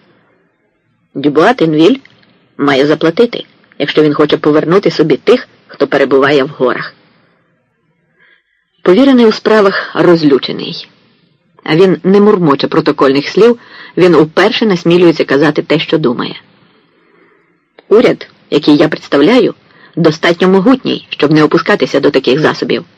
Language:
Ukrainian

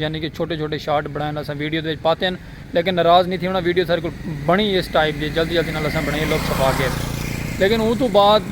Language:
Saraiki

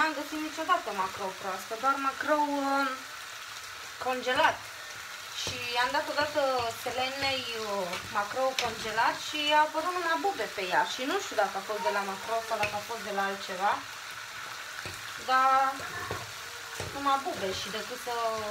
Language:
Romanian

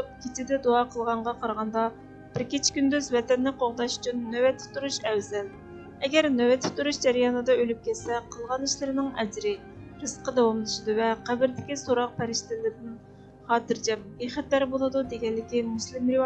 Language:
Uyghur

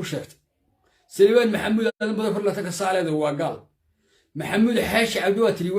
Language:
Somali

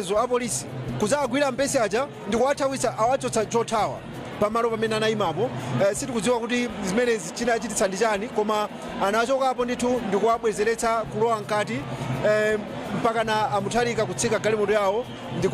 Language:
Nyanja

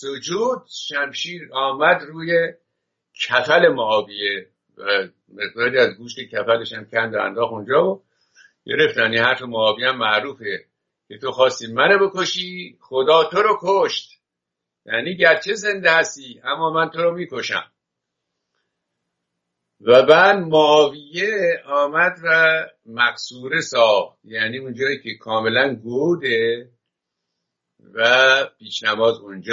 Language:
Persian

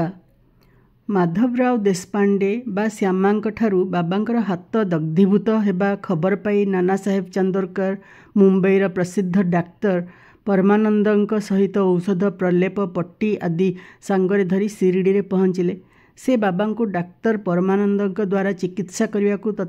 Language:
Odia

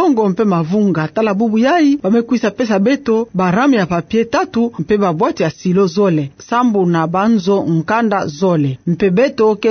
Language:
Kituba (Democratic Republic of Congo)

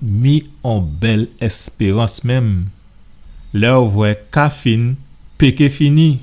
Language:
Guadeloupean Creole French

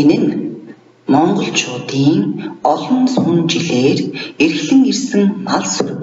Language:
Mongolian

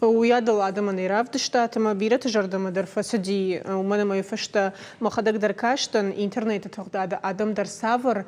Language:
Ossetic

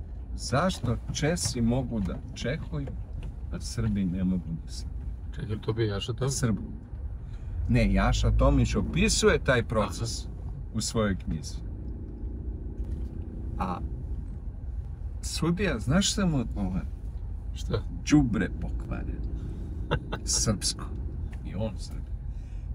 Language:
Serbian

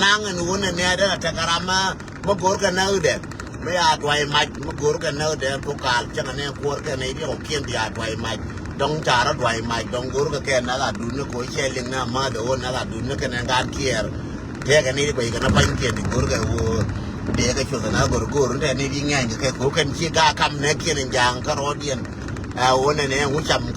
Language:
Nuer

